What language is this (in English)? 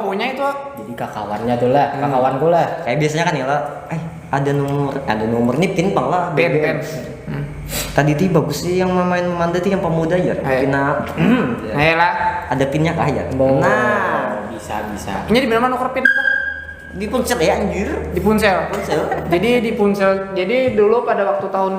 Banjar